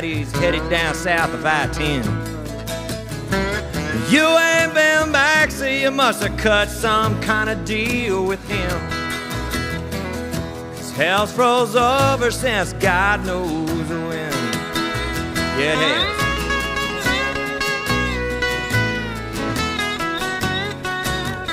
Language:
English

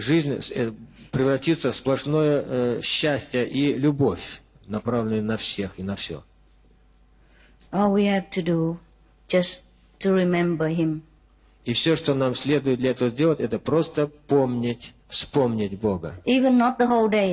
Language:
Russian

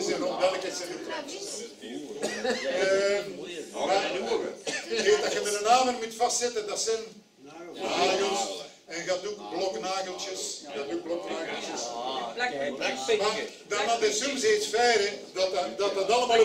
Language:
Dutch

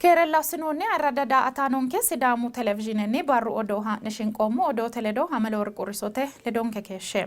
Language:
Sidamo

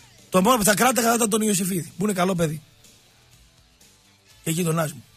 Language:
Greek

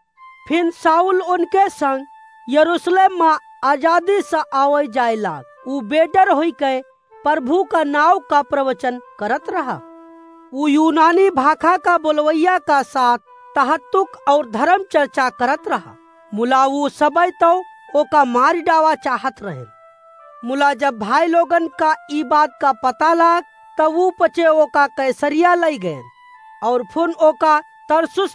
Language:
Awadhi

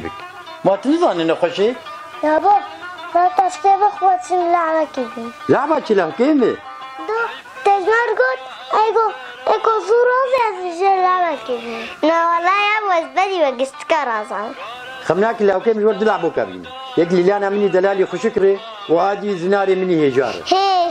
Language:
Kurdish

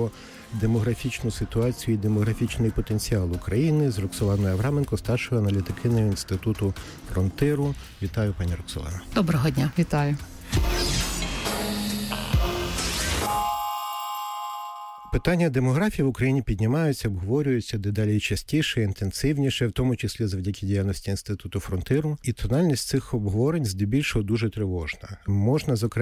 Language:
Ukrainian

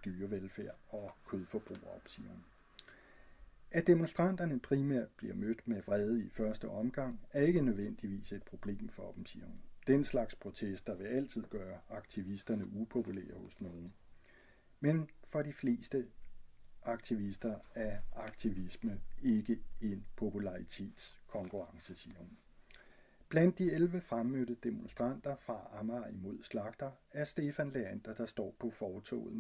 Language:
Danish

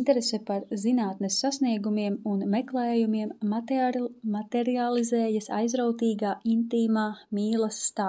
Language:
Latvian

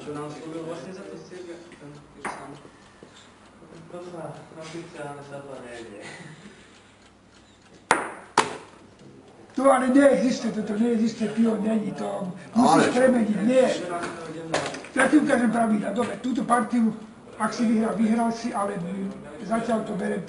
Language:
Slovak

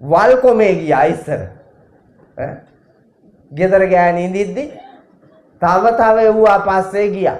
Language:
Sinhala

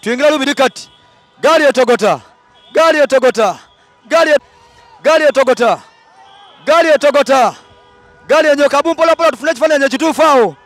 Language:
Soga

